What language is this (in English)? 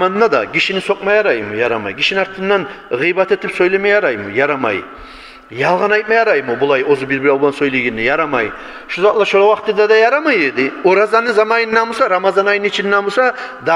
Kumyk